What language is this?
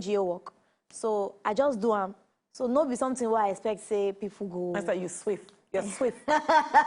Nigerian Pidgin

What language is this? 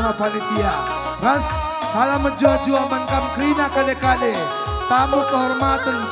Batak Karo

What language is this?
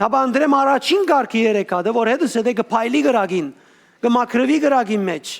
Western Armenian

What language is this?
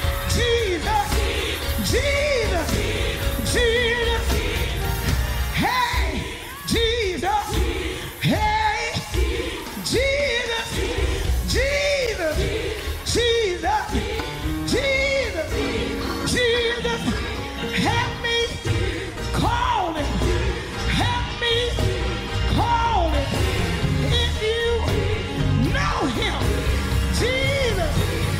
English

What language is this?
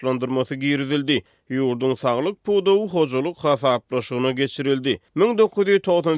Turkmen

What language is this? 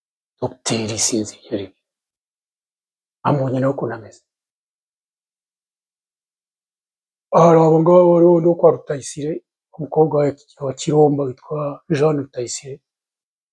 Kinyarwanda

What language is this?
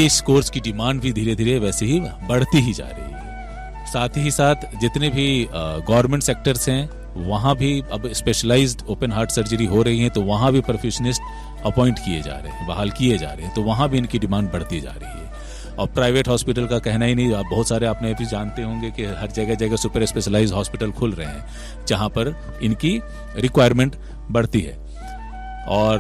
Hindi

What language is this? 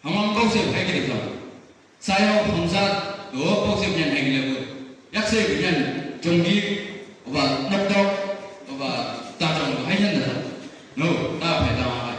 Chang Naga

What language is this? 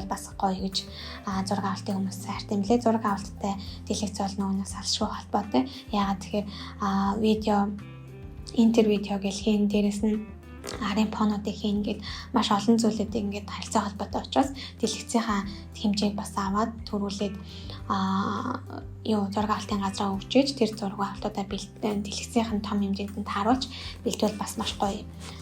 Mongolian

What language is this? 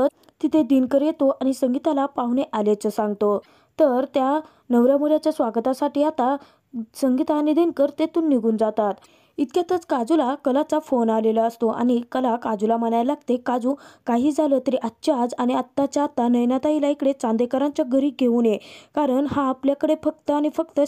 Marathi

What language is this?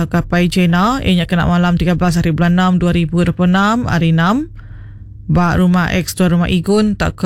Iban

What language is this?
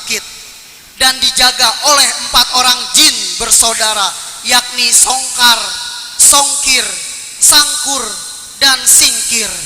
Betawi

